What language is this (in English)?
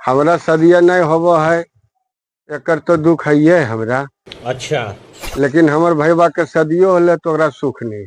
Magahi